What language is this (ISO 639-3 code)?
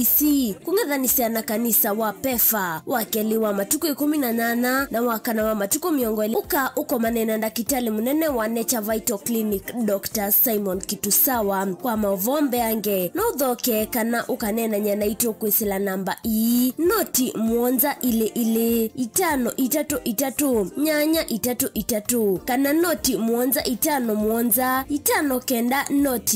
kam